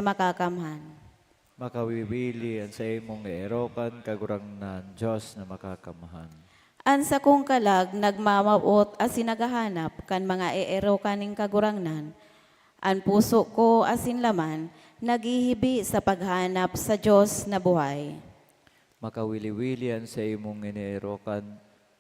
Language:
Bikol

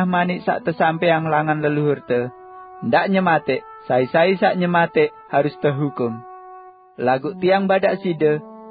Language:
Sasak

